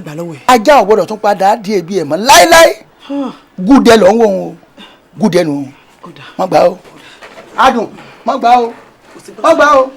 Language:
Yoruba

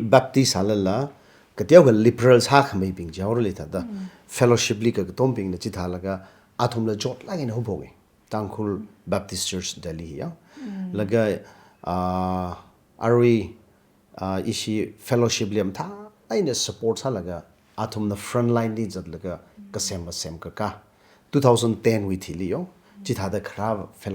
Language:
Tangkhul Naga (India)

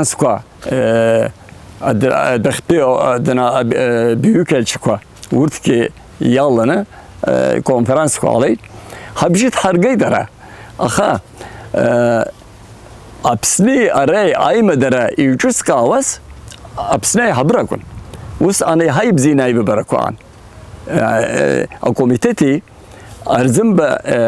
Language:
Abkhazian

